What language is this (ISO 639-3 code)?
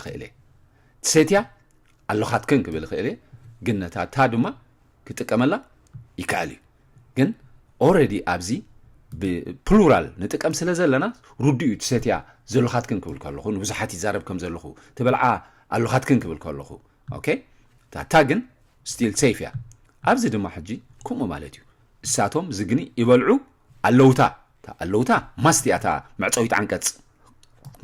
tir